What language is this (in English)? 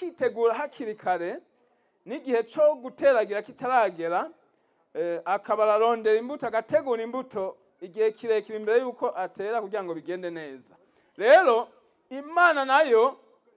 Rundi